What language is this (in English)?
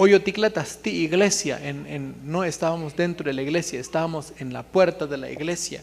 Tzotzil